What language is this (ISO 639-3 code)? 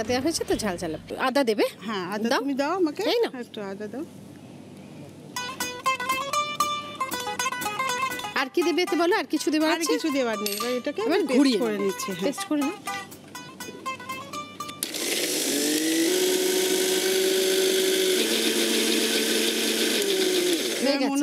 ben